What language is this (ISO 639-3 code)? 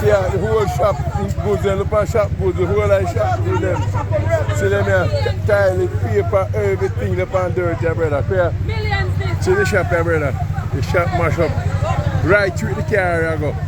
jam